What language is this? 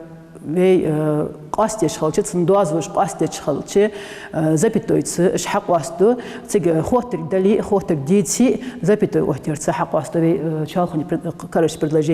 Ingush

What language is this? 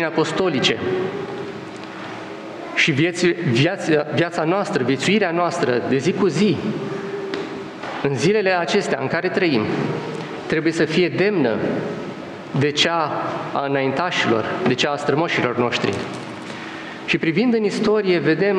Romanian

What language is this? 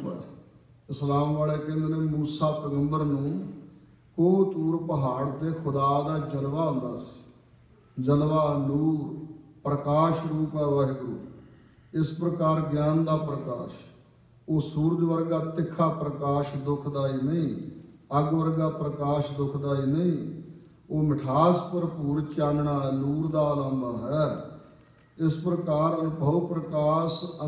Punjabi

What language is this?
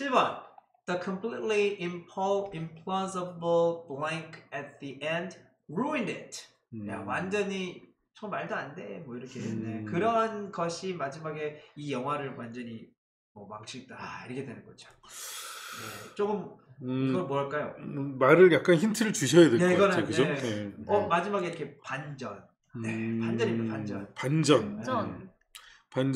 Korean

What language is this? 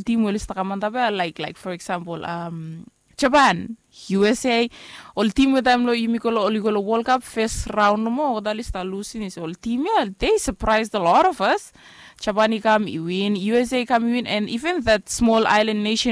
Bislama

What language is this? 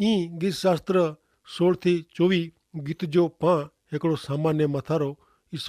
Kachhi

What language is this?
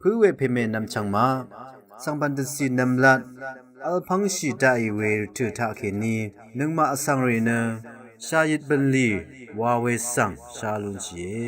Rawang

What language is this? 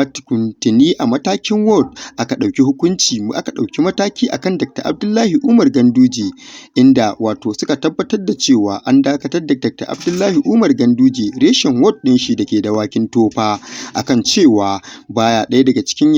Hausa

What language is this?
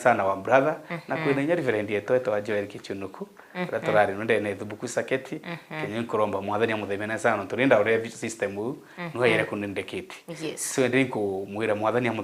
Meru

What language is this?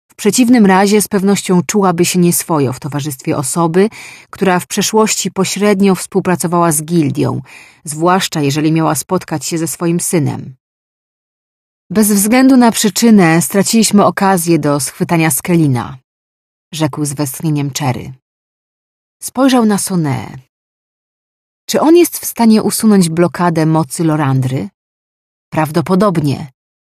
Polish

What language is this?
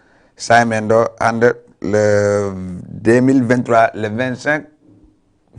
Fula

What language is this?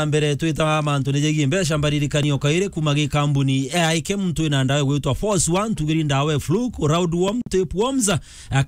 Meru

